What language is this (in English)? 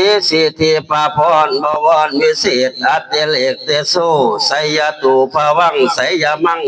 Northeastern Thai